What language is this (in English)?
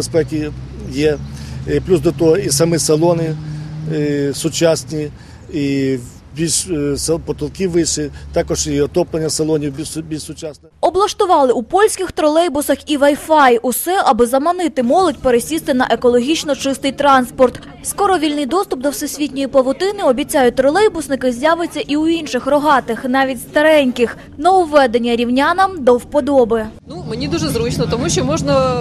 Ukrainian